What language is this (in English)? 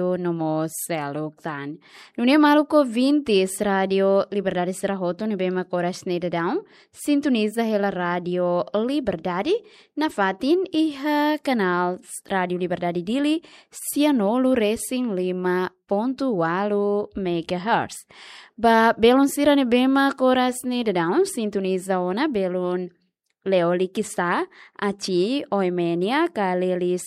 Tetum